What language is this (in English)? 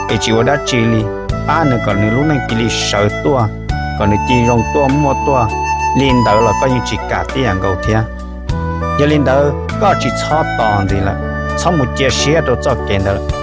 Hmong